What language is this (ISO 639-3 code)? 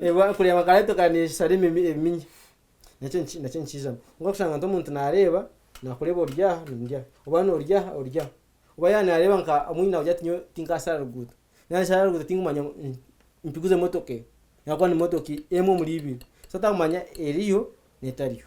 nyn